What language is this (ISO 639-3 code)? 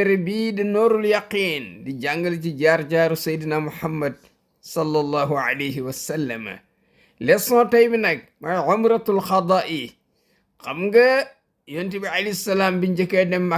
wol